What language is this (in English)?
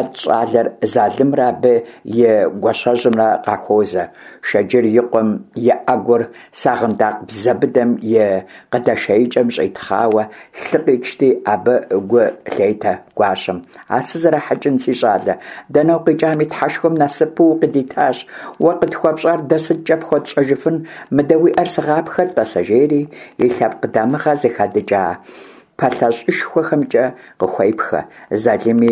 Kabardian